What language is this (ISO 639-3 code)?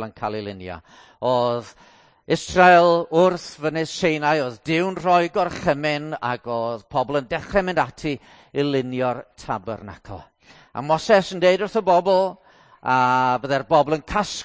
cym